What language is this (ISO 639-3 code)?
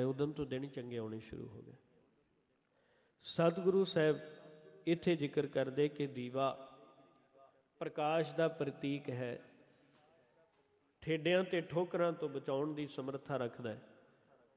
pan